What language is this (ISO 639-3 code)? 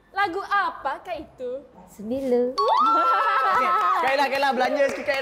msa